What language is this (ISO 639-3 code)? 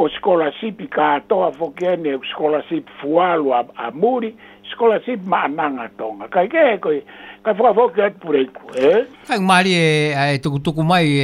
ton